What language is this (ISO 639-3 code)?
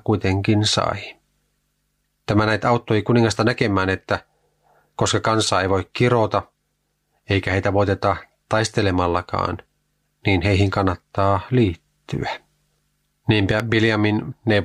fin